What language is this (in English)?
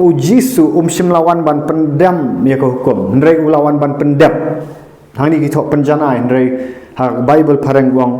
Khasi